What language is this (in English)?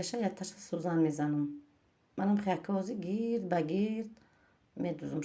Tajik